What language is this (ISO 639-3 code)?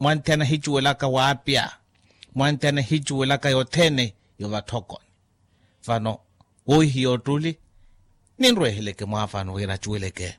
vmw